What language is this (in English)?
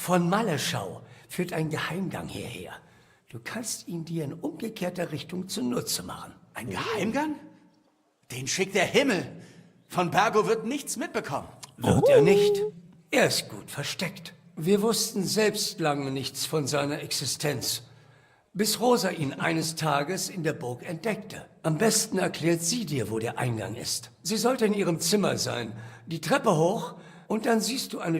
Bavarian